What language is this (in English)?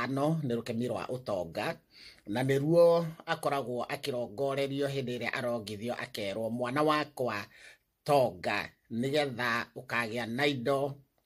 Kikuyu